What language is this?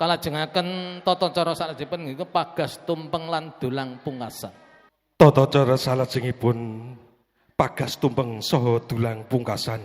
Javanese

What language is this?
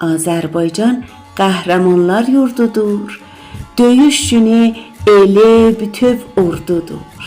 South Azerbaijani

